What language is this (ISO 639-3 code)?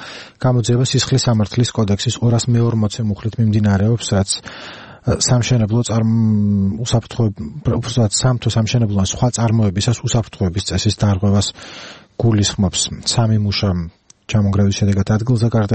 kat